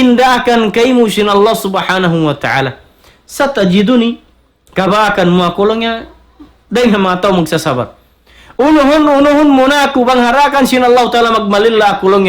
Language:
Tausug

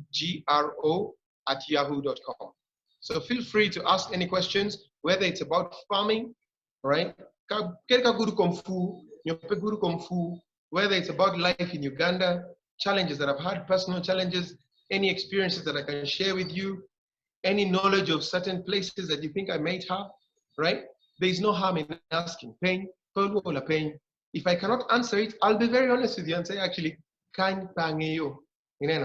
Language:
Acoli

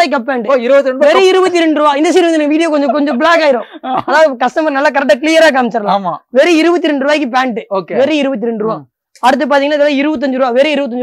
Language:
Tamil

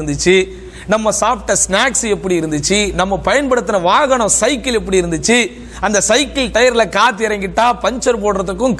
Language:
Tamil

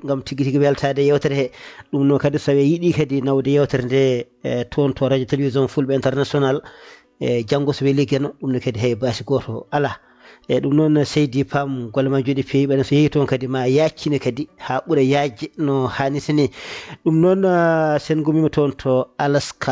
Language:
Fula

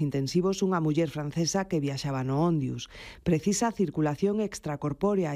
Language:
Galician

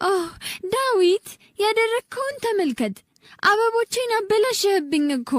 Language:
Amharic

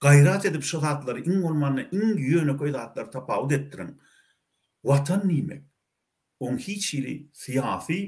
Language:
Turkmen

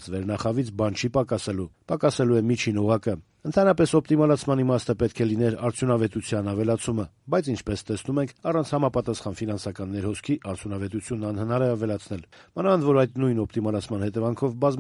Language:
Armenian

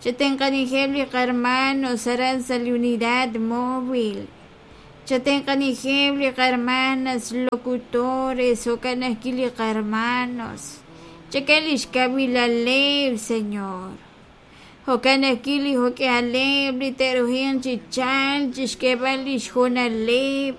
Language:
Kekchí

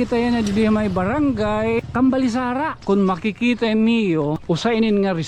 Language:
Waray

